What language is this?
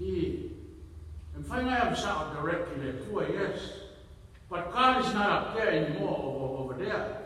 Samoan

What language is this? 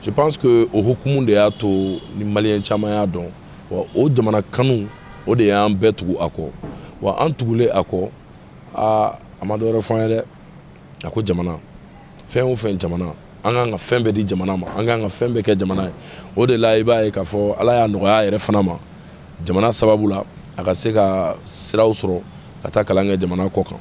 Bambara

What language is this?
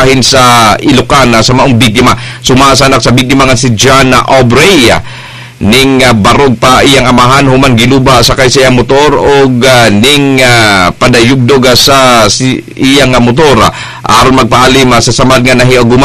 Cebuano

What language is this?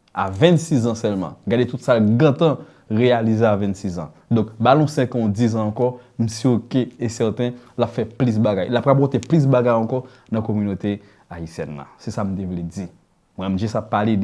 Haitian Creole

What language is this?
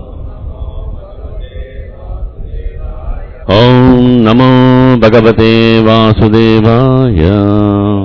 Telugu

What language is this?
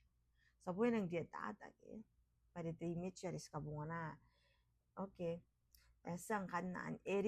Gilbertese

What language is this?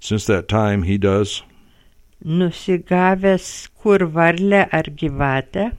Lithuanian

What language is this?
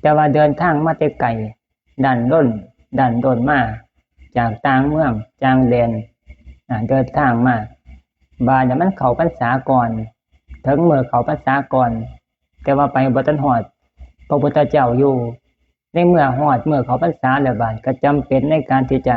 Lao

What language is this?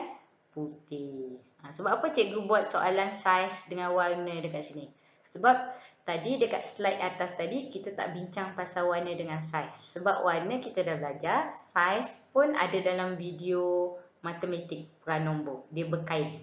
Malay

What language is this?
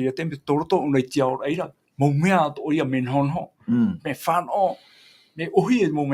Tahitian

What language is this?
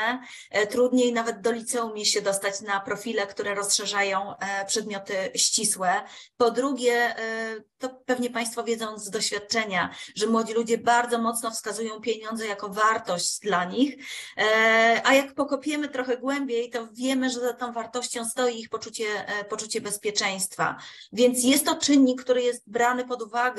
Polish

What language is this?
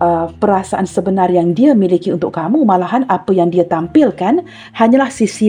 Malay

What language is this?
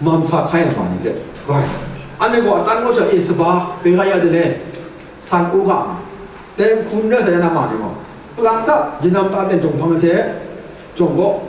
Kachin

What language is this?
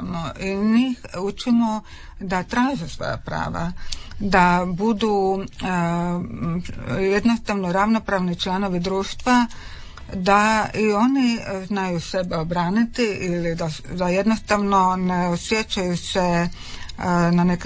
Croatian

